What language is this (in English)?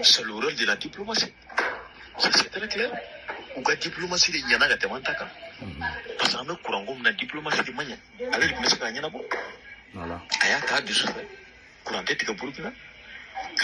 Bambara